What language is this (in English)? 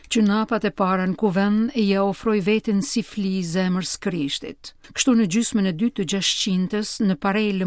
Albanian